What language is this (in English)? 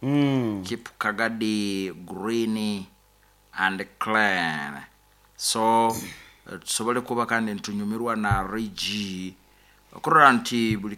Nyoro